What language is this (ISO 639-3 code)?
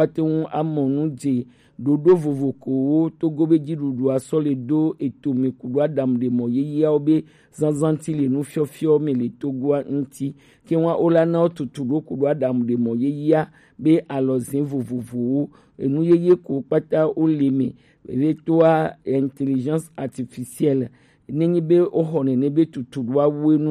gej